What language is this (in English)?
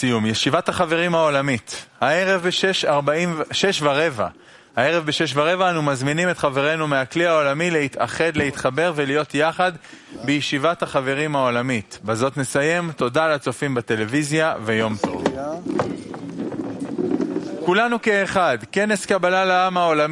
Hebrew